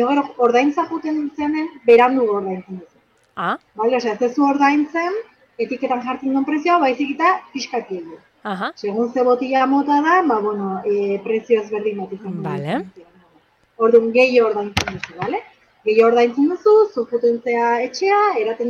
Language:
Basque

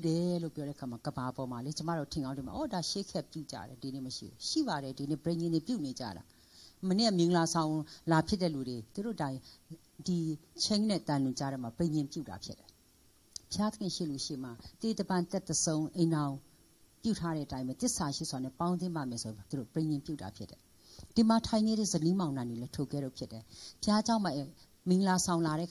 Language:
Burmese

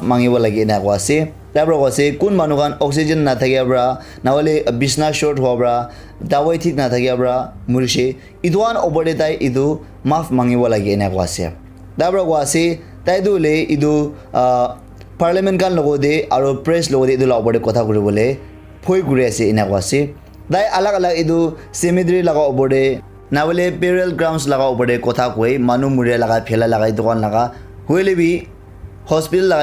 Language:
Naga Pidgin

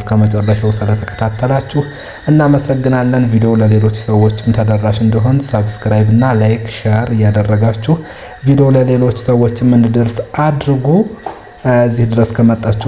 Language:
Amharic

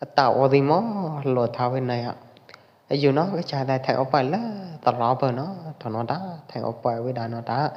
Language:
Pwo Eastern Karen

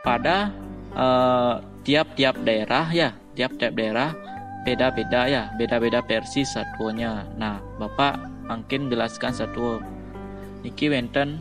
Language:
Balinese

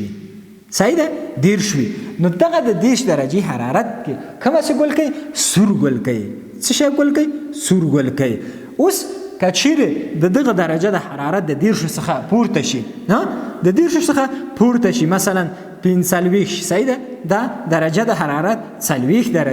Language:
Pashto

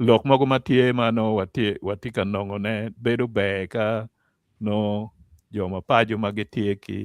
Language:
Acoli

